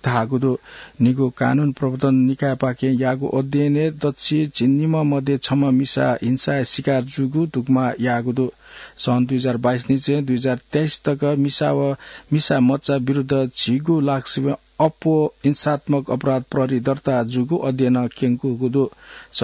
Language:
Newari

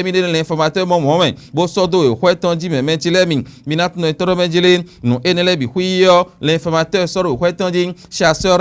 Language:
Fon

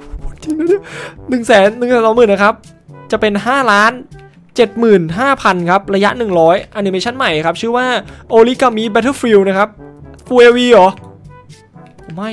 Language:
Thai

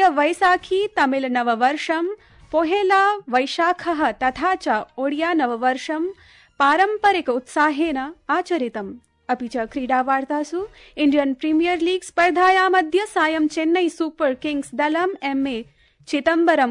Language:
Sanskrit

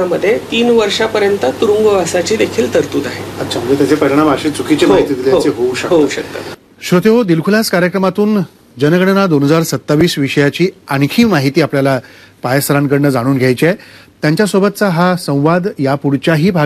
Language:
Marathi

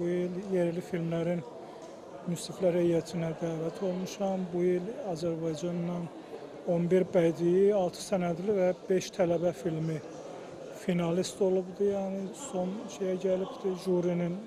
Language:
Azerbaijani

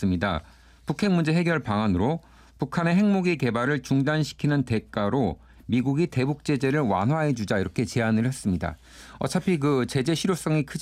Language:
Korean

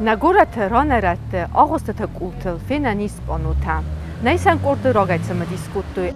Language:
Ossetic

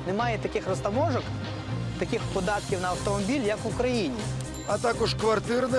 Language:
Ukrainian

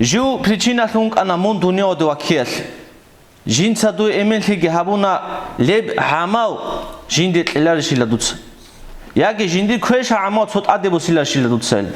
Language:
Avaric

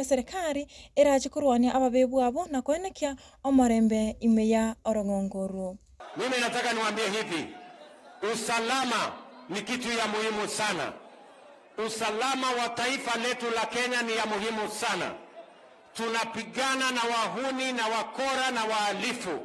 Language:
Gusii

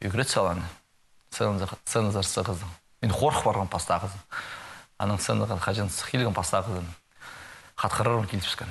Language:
Khakas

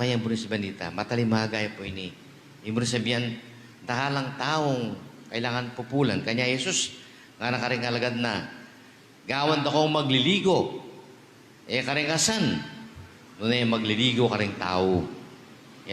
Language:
Pampanga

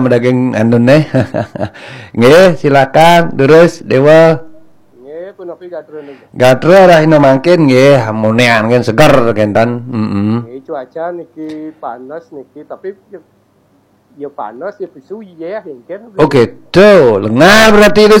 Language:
Balinese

